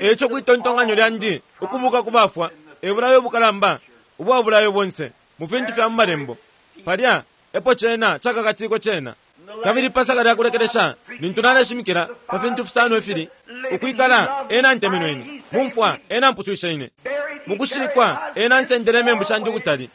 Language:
Bemba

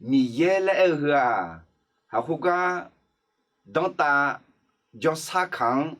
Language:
Akha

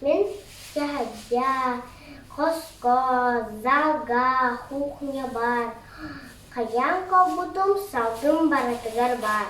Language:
Yakut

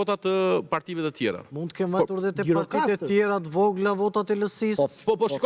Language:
Albanian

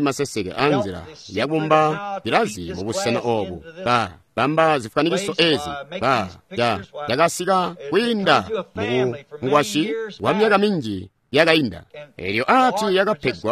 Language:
Tonga (Zambia)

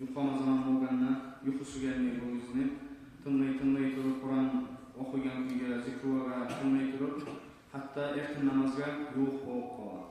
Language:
Kumyk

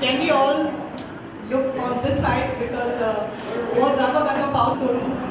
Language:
Konkani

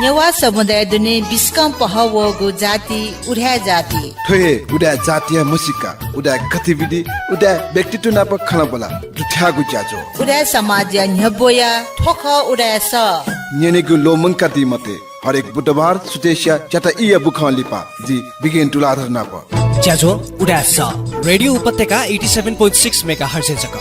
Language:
Newari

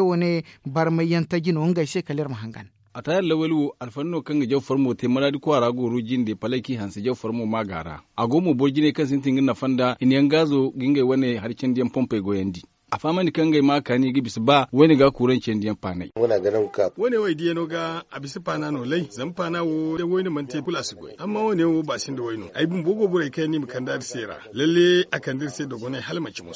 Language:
Zarma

